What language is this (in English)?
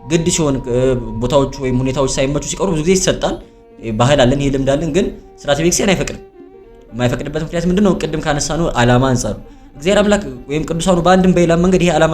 Amharic